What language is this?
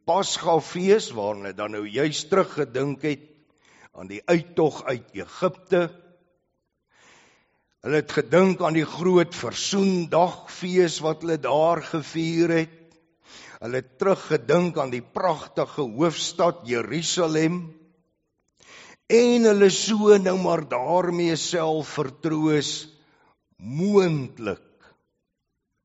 Afrikaans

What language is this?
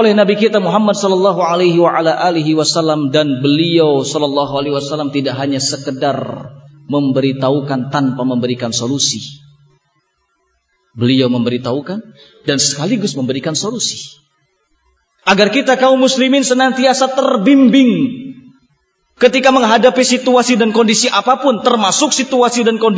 Indonesian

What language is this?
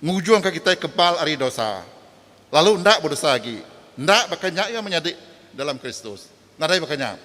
Iban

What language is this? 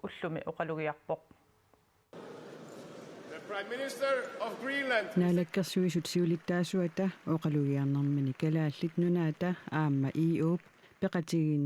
Kalaallisut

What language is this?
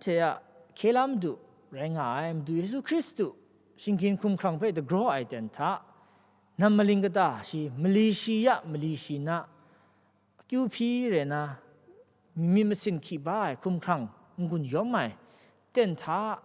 Kachin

